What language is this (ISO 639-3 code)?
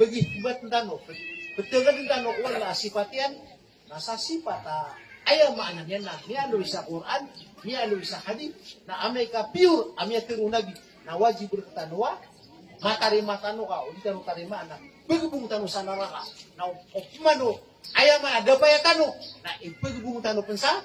mrw